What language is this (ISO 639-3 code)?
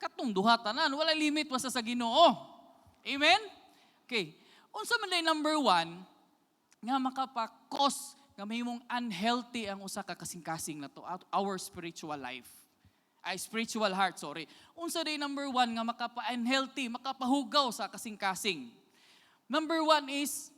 ceb